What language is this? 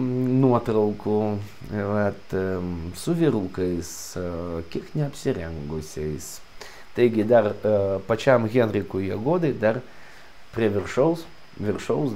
Lithuanian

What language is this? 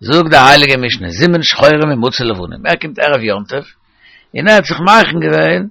Yiddish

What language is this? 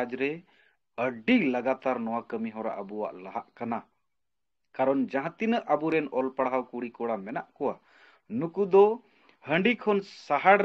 Santali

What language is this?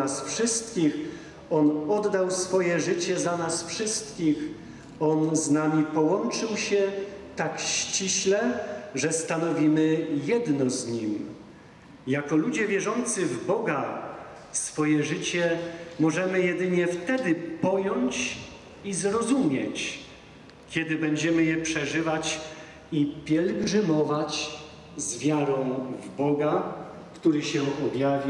Polish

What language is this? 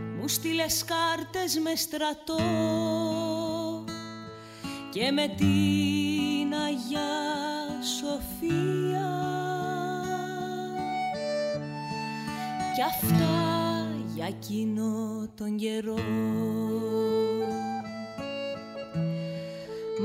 Greek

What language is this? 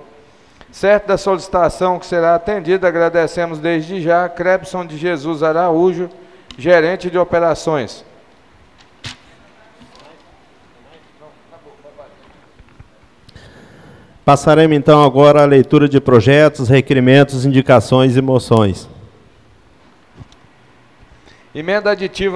Portuguese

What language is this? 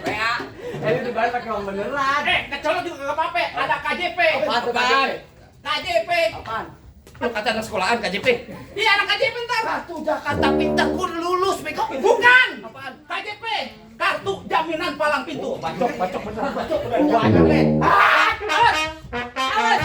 Betawi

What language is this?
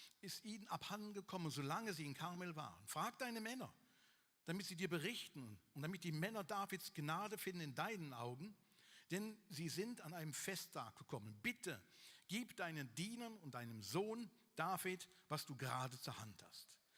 Swiss German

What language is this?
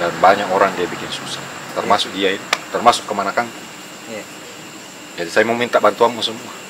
Makassar Malay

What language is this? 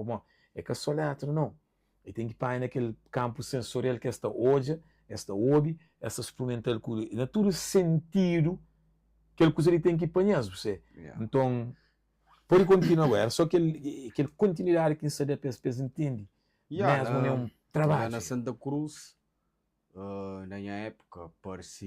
Kabuverdianu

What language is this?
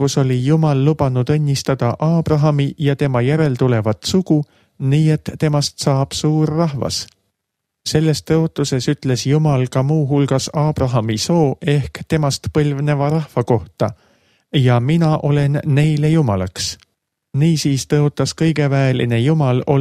Estonian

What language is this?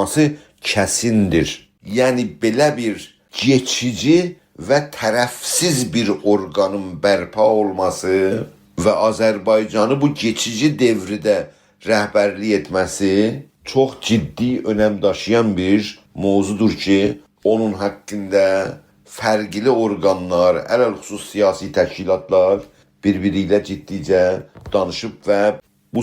South Azerbaijani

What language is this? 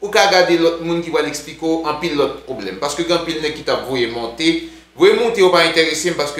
Haitian Creole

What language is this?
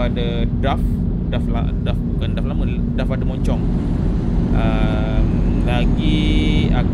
Malay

